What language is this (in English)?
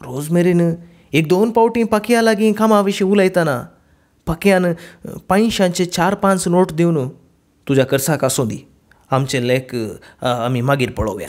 Konkani